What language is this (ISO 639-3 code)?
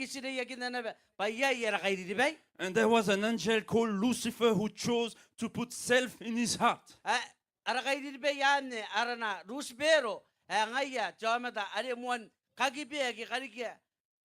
gil